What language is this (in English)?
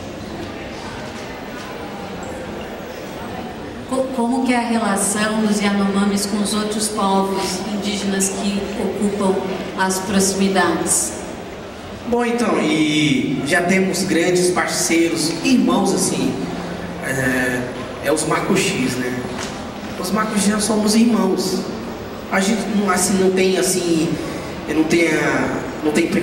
Portuguese